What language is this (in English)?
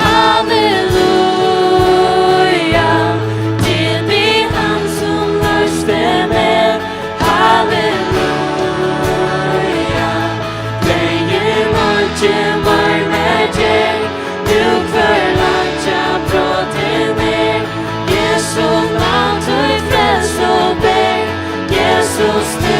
Faroese